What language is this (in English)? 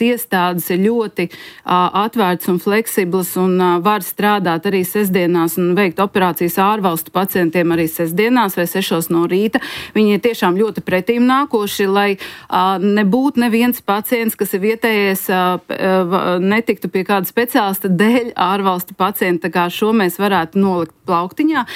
Latvian